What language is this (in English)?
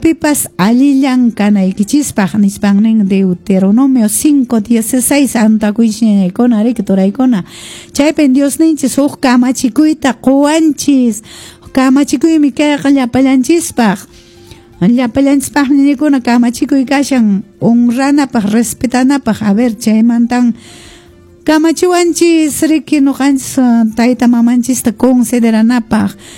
Quechua